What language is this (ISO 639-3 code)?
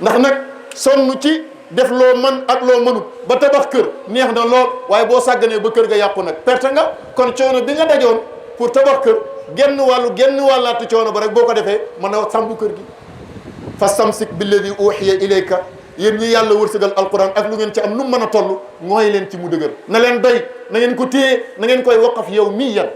wol